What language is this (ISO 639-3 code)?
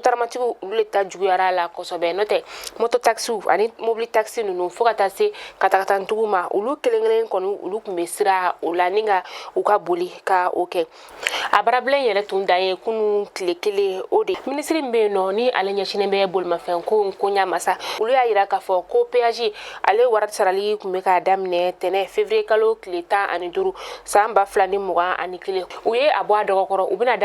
bam